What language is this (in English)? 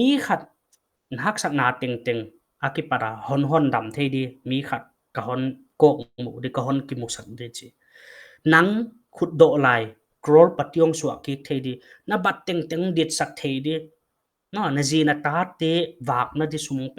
Paite Chin